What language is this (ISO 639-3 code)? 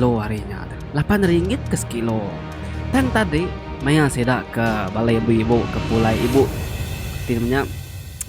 iba